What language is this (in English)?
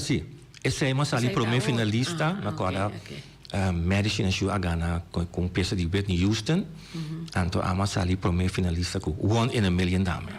Papiamento